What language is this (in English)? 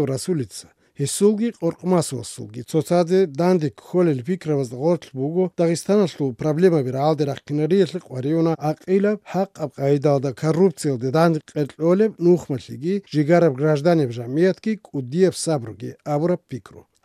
Avaric